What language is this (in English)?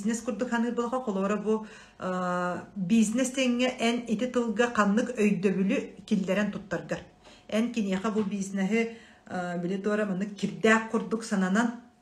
Yakut